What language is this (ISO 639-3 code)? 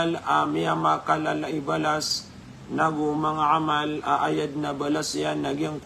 mrw